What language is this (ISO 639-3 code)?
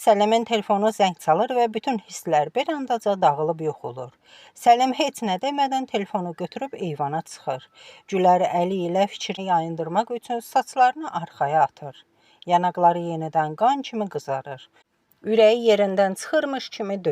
aze